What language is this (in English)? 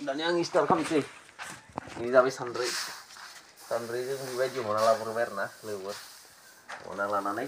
Bodo